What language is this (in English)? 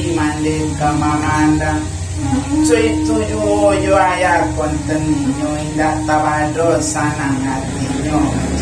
Minangkabau